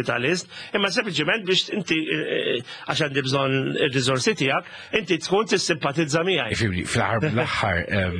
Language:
Maltese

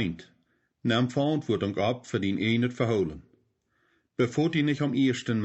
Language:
Plautdietsch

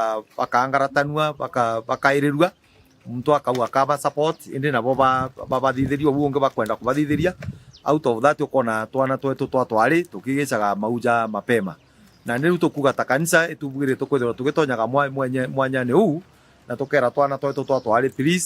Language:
Meru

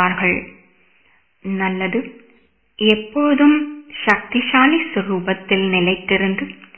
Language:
Tamil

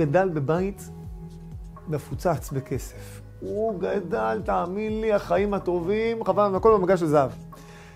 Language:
Hebrew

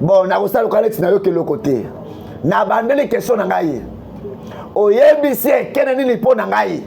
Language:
Lingala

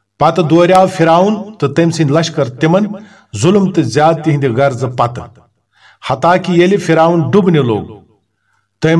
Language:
Kashmiri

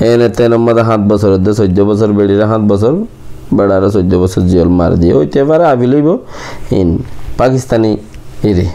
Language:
Rohingya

